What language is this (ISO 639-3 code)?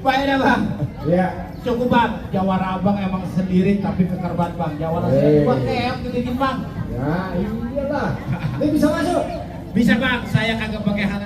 bew